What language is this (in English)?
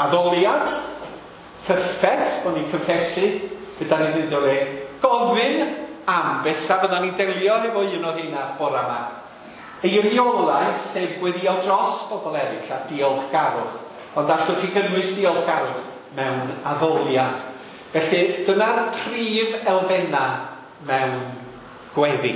Welsh